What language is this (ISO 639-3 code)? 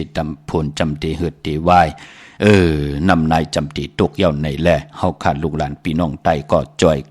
shn